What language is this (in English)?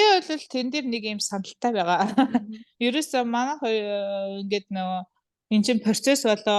Mongolian